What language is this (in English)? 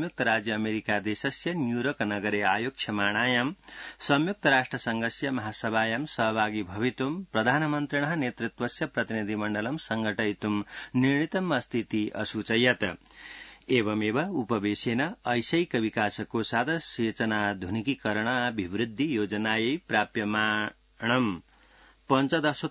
Sanskrit